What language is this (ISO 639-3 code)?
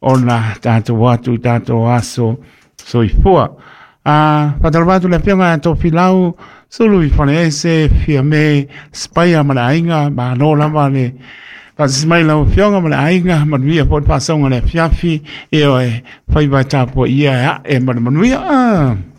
smo